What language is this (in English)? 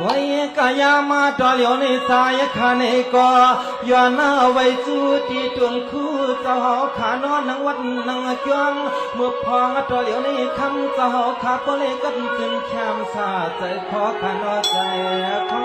Shan